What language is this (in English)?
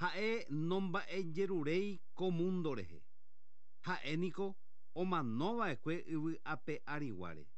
Guarani